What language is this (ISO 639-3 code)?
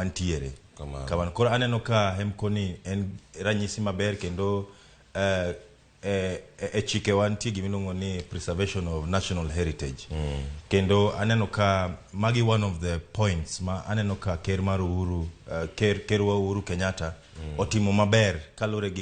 luo